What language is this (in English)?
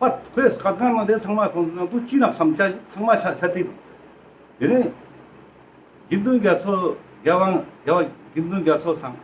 Ladakhi